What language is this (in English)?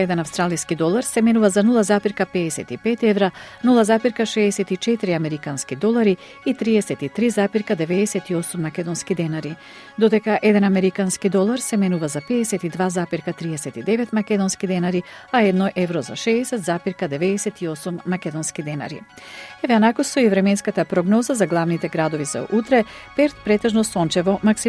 Macedonian